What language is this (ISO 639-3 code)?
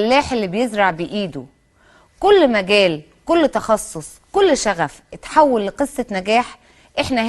arz